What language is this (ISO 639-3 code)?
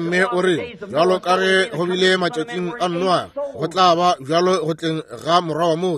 nso